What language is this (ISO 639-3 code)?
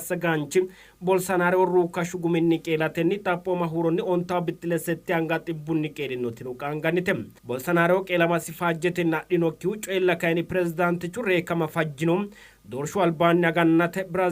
sid